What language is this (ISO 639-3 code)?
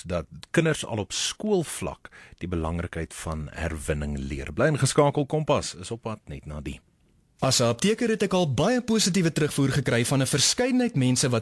afr